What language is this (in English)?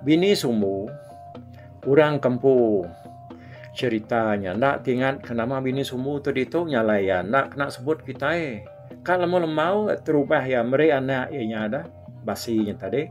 Iban